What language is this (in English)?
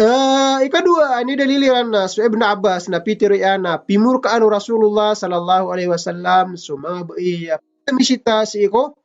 Maranao